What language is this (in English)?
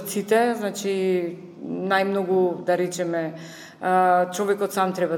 Macedonian